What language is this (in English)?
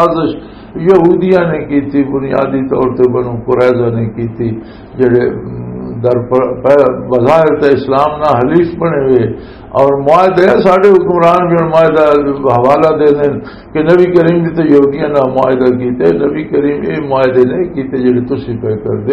Western Panjabi